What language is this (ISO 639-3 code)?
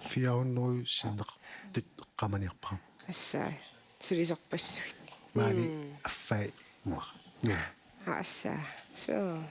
kal